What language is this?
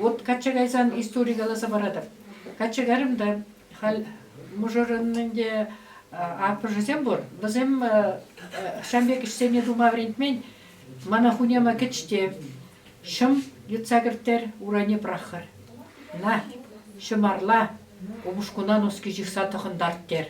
Chuvash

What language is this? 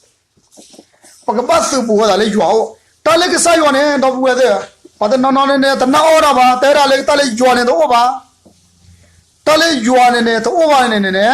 S'gaw Karen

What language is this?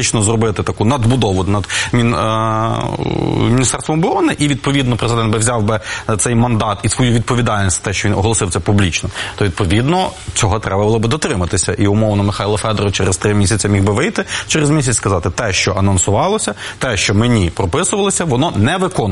Ukrainian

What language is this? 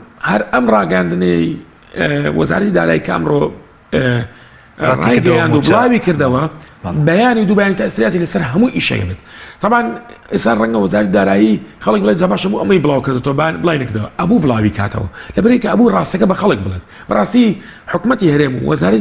Central Kurdish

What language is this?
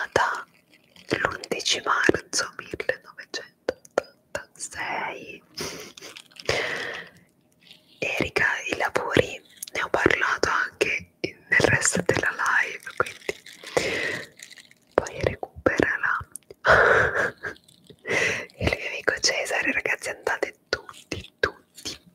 Italian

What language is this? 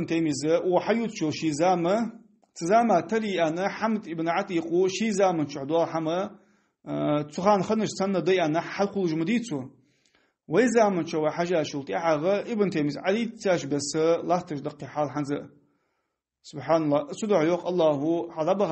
Ingush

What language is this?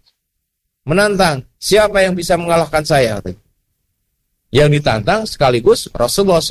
Indonesian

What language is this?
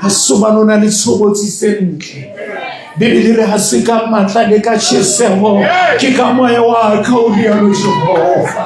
Southern Sotho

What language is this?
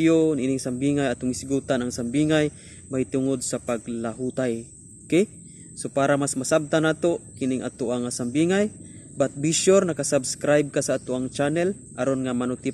Cebuano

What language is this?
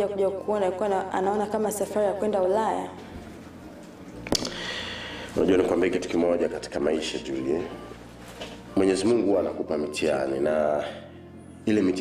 Swahili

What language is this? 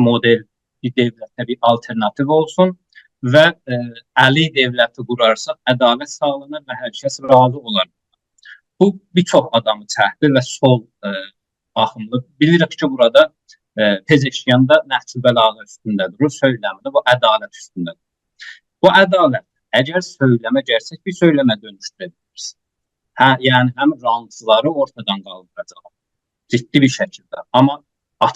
South Azerbaijani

